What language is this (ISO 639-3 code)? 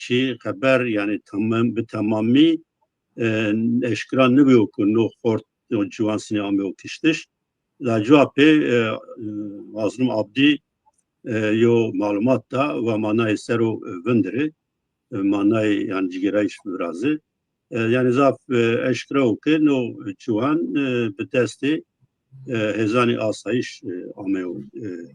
zza